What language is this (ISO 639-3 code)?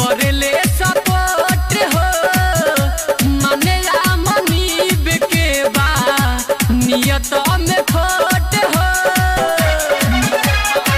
bho